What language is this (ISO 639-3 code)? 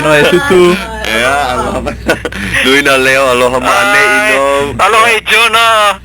haw